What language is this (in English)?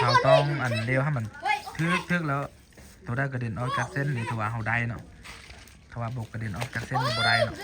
Lao